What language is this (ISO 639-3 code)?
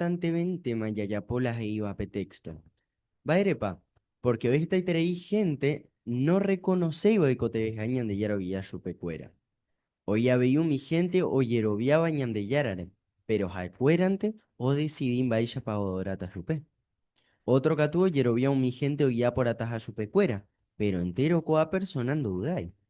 grn